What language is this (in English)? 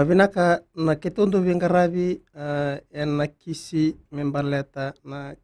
Fijian